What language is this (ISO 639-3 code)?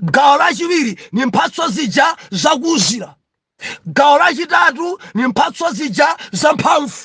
nya